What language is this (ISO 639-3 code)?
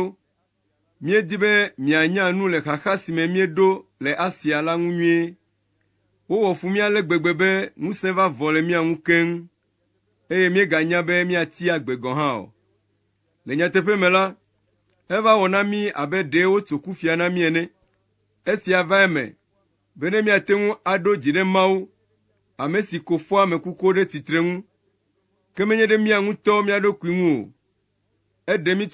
ewe